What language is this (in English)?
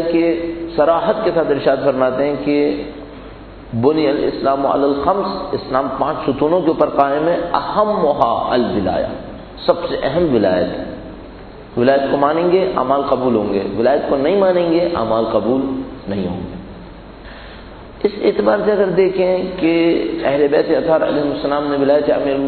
Urdu